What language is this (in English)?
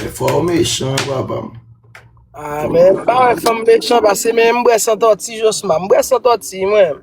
Haitian Creole